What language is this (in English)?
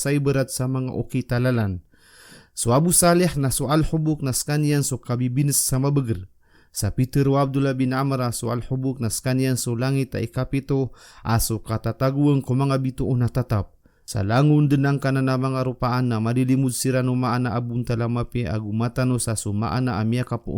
Maranao